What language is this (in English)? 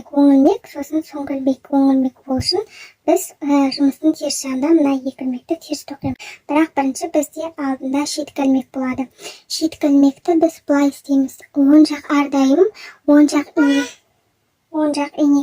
Kazakh